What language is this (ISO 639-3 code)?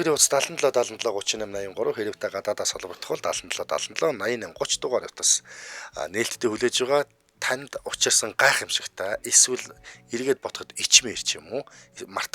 mon